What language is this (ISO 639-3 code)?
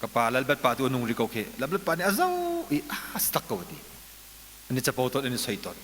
cnh